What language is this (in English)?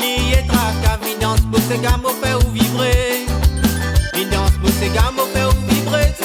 Réunion Creole French